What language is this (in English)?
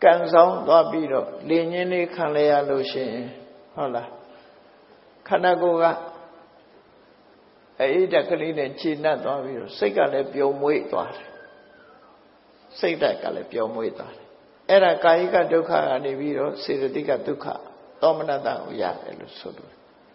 Burmese